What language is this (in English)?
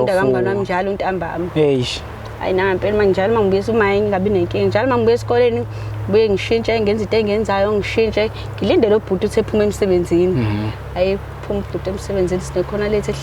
Zulu